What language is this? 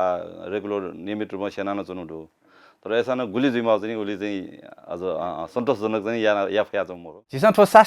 Newari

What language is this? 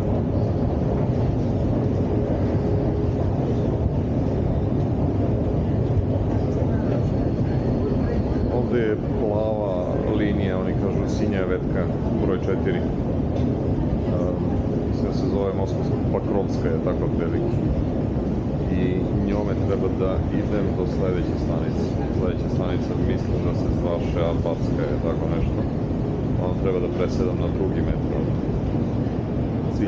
Serbian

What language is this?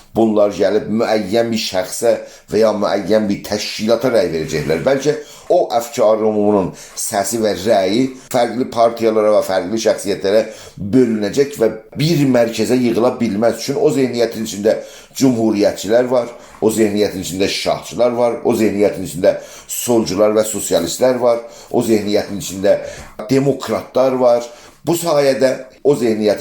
South Azerbaijani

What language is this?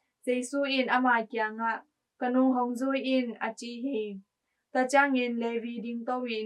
Tedim Chin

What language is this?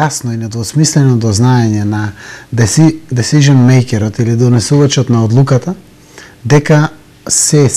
Macedonian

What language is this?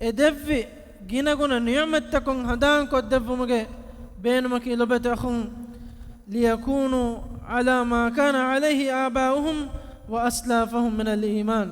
Divehi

